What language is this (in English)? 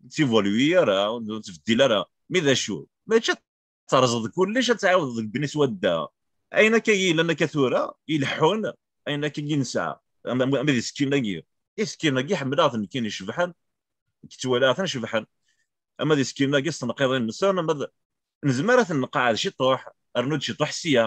Kabyle